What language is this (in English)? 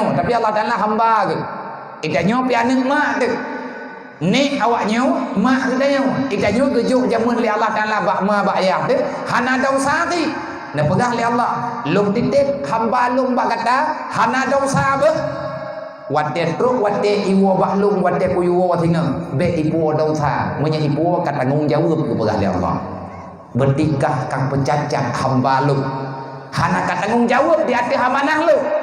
Achinese